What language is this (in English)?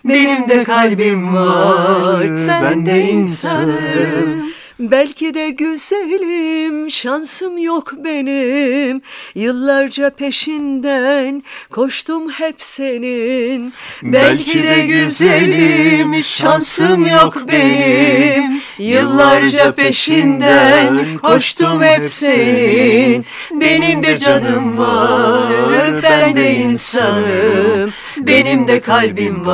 Turkish